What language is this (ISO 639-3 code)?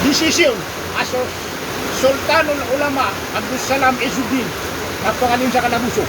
mrw